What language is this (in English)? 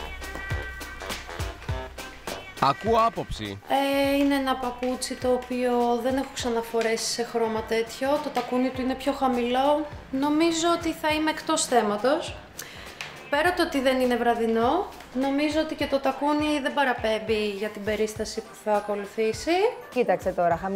Greek